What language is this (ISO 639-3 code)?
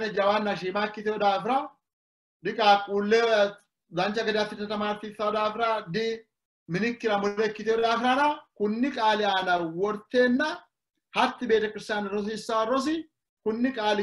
sid